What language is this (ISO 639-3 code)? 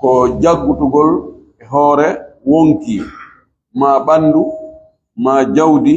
ful